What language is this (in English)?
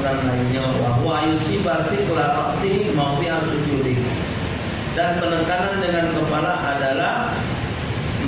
Musi